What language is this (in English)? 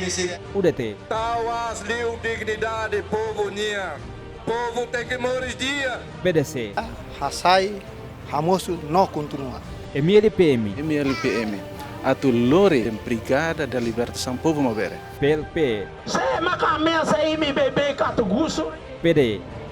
Tetum